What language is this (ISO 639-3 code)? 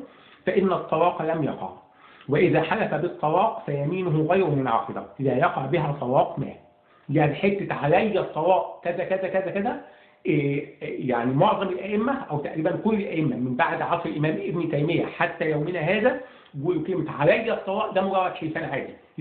arz